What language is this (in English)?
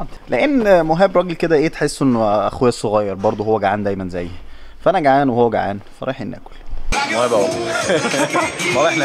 Egyptian Arabic